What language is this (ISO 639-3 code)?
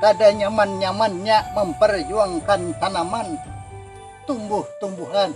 bjn